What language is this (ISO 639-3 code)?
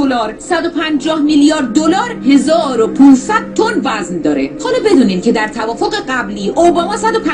fas